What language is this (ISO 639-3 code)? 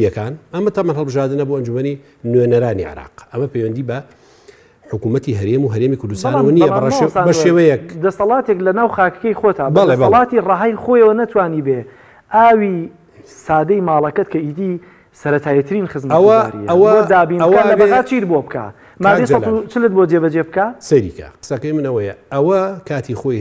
ckb